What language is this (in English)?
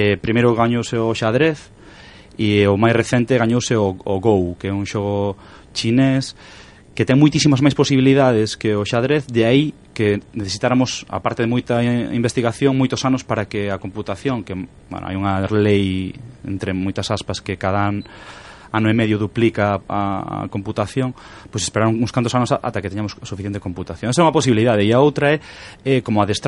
Galician